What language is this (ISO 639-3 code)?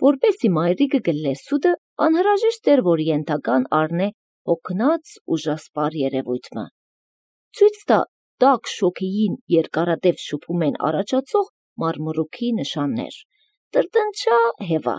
hye